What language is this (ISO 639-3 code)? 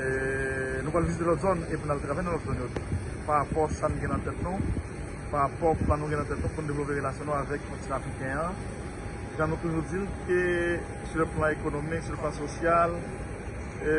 hat